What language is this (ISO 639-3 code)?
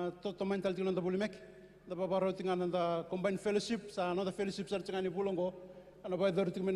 fij